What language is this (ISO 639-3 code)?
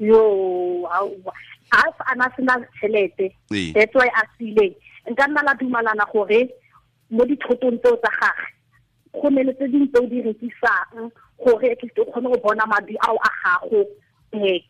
tsn